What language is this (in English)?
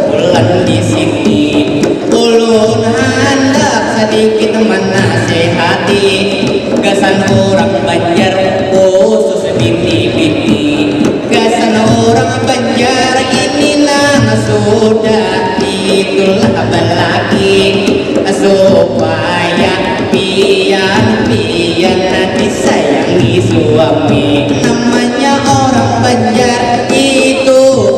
Banjar